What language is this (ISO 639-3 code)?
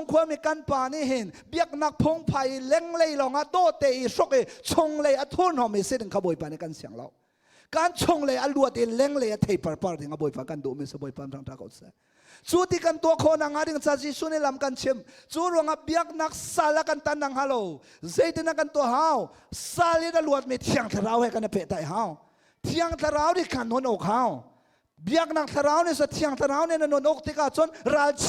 cnh